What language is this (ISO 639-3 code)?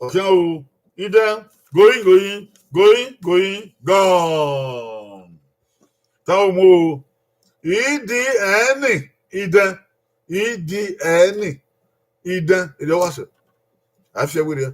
bin